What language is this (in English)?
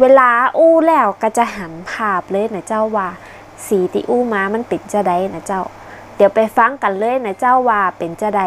Northern Thai